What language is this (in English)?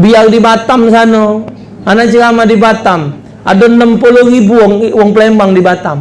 Musi